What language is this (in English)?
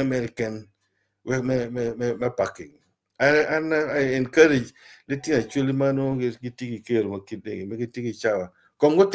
Acoli